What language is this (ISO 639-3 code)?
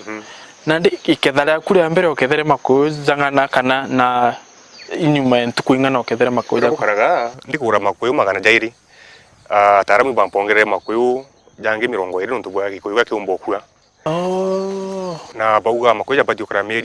mer